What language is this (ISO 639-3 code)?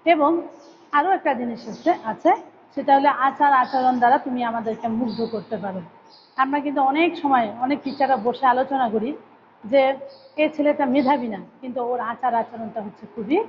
ben